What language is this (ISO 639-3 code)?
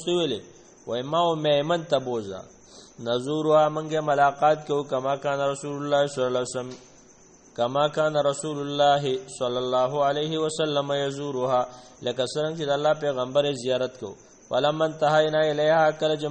pus